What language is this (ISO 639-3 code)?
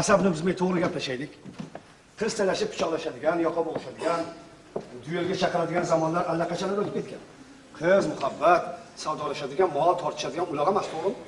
uzb